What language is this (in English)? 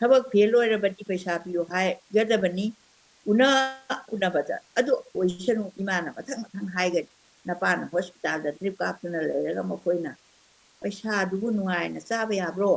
Manipuri